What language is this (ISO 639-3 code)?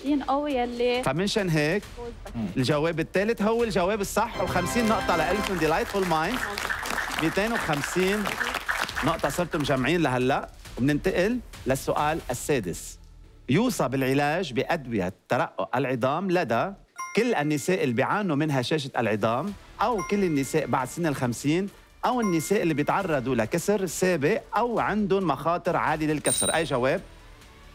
apc